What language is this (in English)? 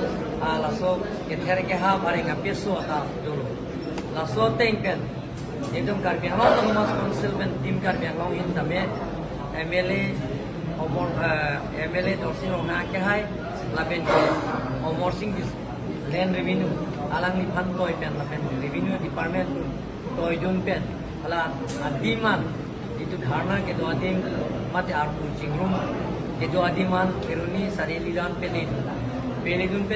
Karbi